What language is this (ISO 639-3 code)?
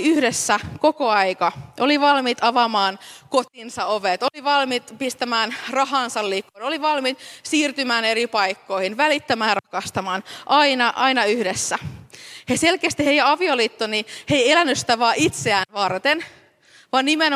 fin